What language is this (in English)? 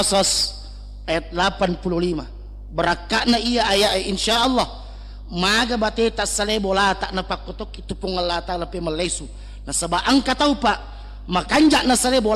Buginese